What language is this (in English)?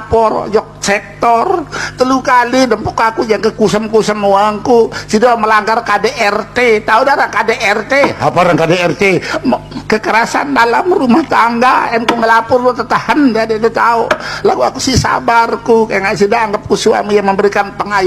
Sasak